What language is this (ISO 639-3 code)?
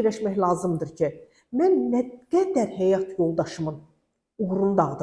aze